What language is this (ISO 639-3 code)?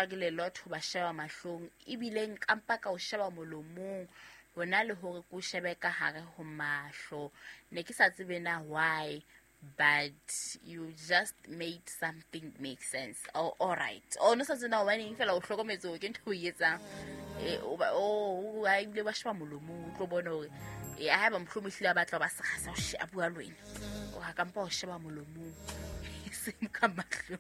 sot